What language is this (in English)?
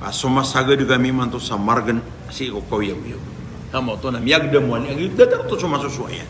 Maranao